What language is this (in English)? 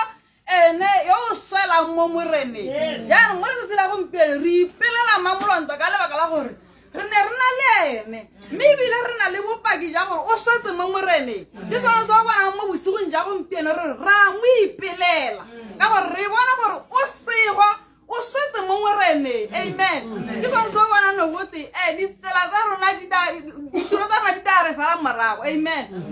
Tswana